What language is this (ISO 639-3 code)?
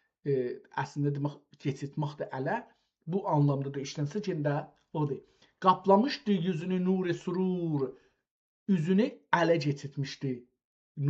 azb